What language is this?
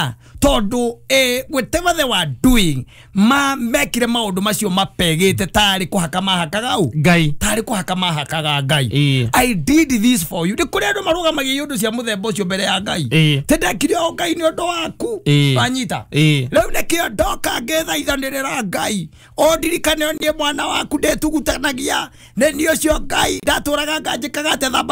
Kikuyu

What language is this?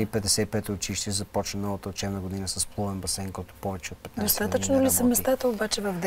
Bulgarian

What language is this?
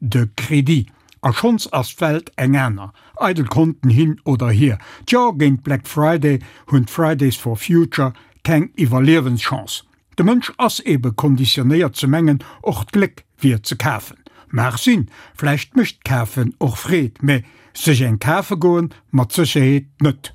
Luxembourgish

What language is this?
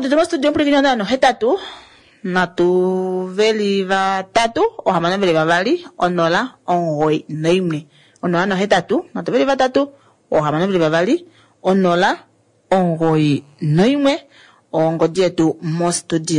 Kuanyama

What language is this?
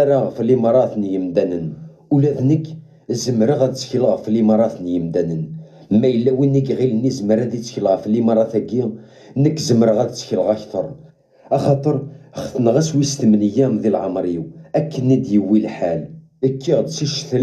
Kabyle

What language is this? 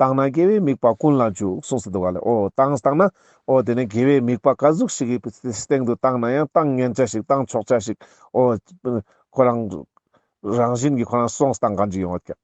Ladakhi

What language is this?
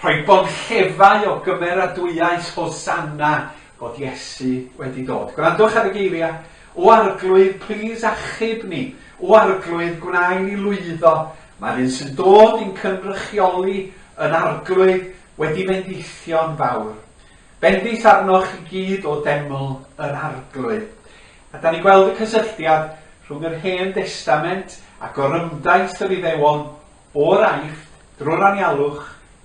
Welsh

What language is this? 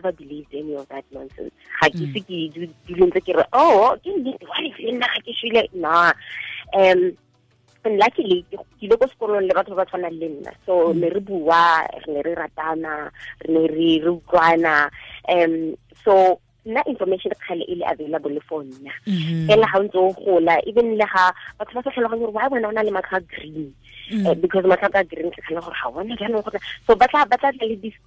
Tswana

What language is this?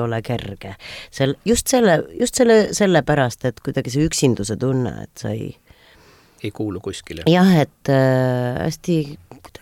Estonian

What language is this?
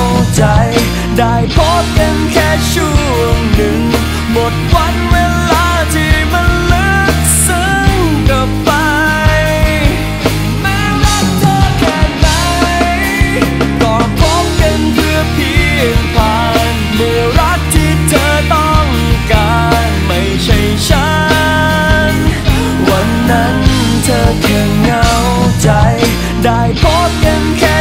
Thai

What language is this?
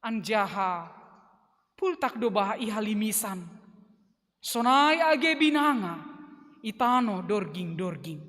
Batak Simalungun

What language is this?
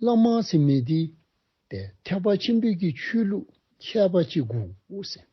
Dzongkha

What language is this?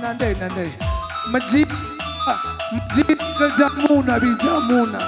Batak Karo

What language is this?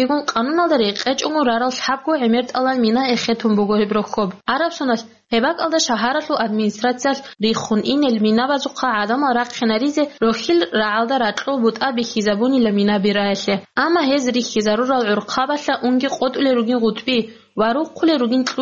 Avaric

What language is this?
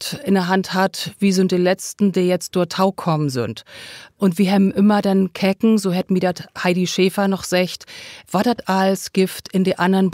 Low German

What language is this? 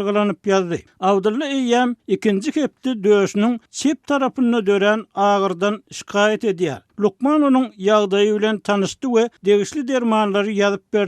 Turkmen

